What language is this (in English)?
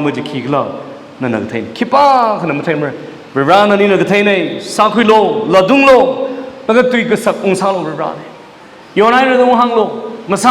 Tangkhul Naga (India)